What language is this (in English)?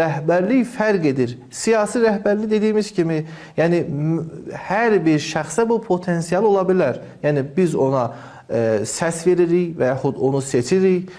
Azerbaijani